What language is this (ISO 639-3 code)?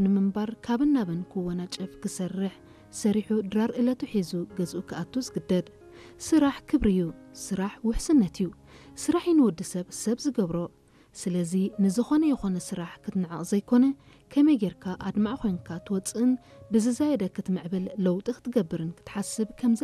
tir